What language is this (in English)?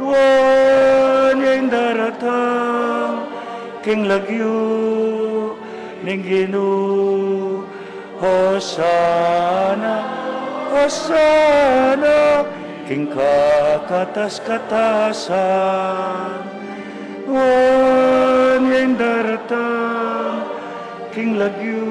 Pampanga